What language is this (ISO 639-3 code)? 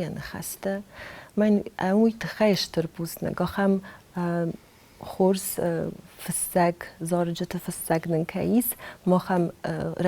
oss